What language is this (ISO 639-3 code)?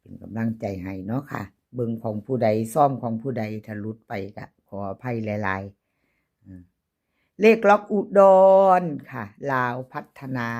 tts